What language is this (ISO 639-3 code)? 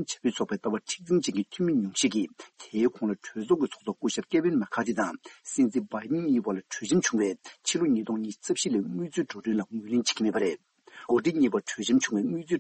bod